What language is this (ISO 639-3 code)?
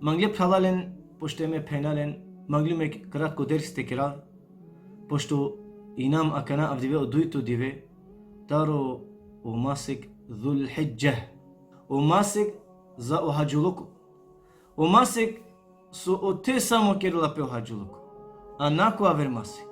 rmn